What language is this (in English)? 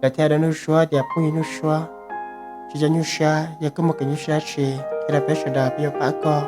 Hmong